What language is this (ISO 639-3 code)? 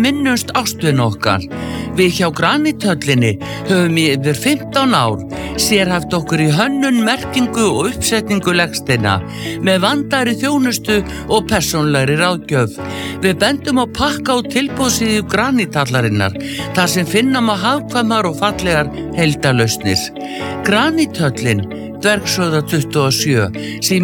isl